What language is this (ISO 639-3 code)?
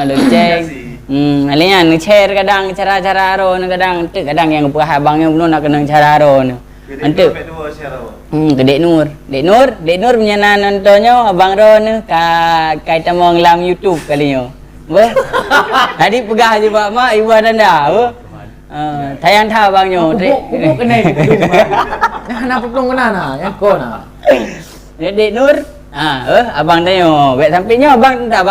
ace